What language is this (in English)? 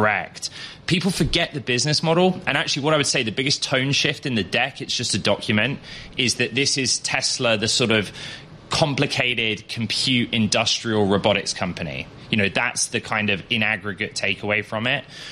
English